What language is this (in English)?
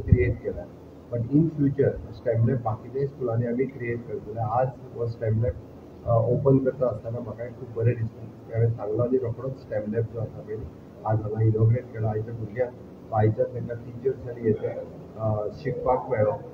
Konkani